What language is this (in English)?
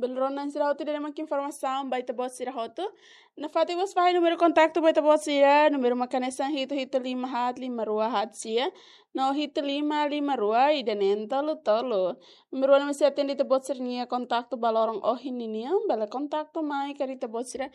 Tetum